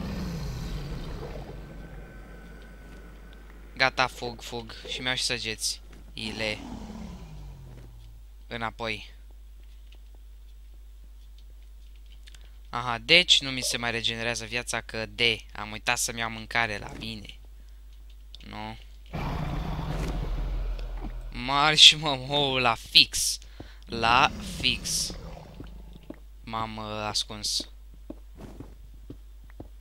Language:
Romanian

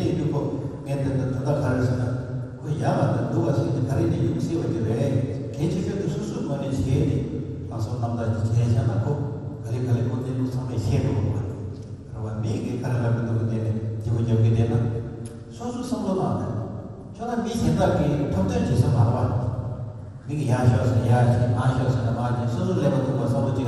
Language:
Tibetan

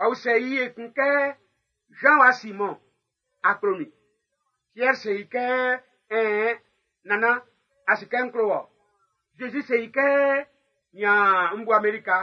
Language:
Baoulé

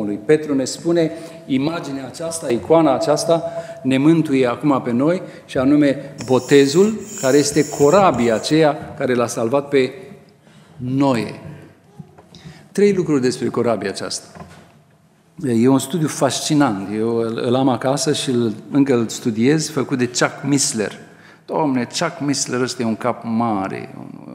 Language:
Romanian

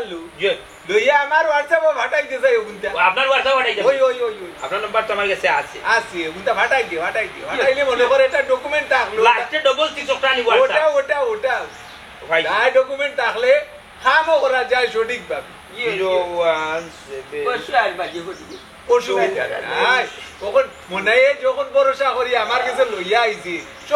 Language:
Sylheti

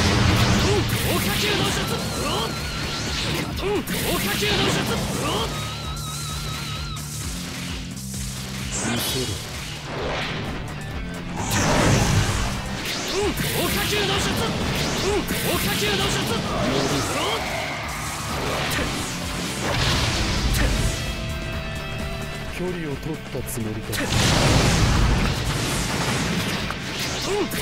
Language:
Japanese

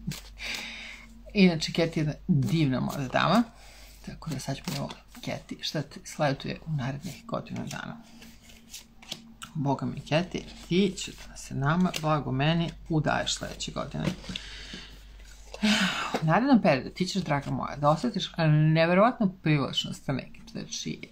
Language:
Serbian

